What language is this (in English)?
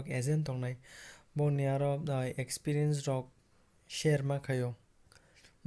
Kok Borok